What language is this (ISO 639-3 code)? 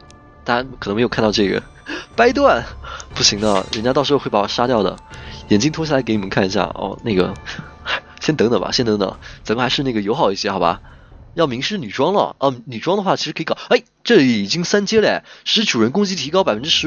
zho